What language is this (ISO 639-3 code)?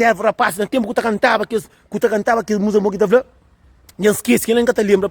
kea